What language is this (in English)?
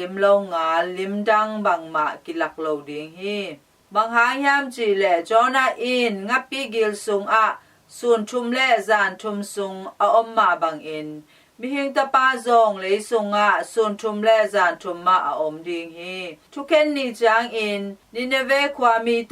Tedim Chin